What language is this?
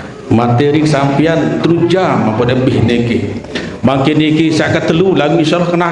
Sasak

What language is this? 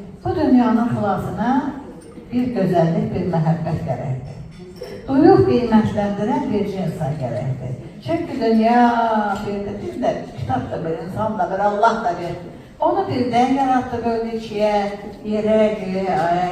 Azerbaijani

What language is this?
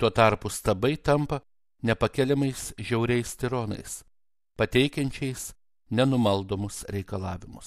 Lithuanian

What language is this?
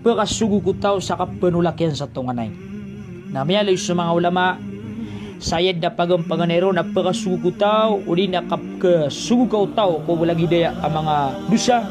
Maranao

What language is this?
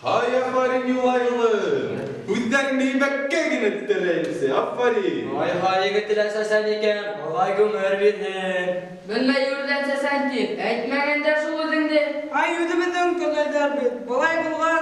Bashkir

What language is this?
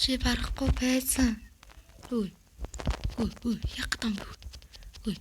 Mongolian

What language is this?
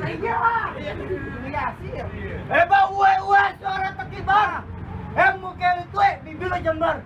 Betawi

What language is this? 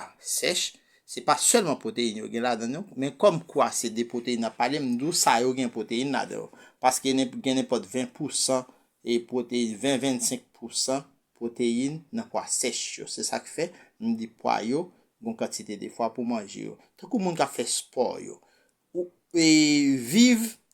Haitian Creole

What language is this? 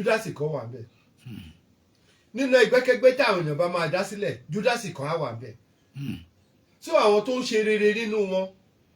Yoruba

